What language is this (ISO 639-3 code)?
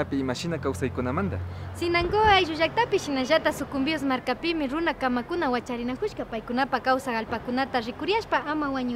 qvi